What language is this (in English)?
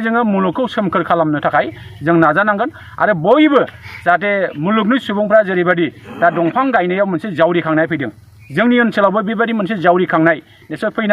Bodo